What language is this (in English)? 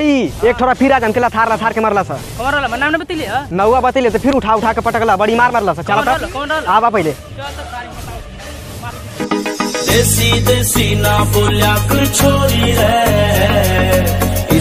Bhojpuri